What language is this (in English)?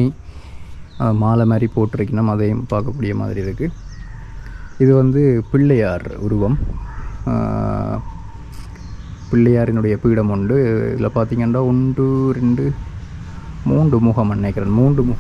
Tamil